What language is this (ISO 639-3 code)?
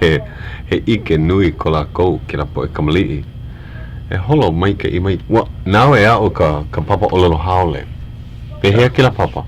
haw